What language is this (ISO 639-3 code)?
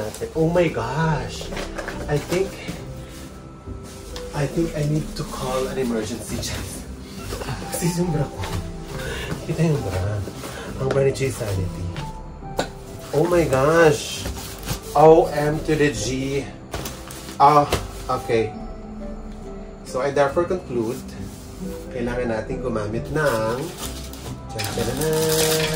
fil